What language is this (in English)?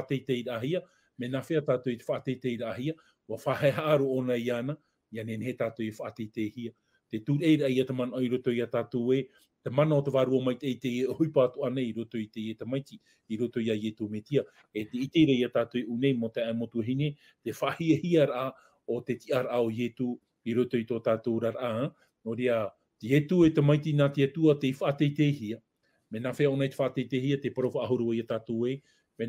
Tahitian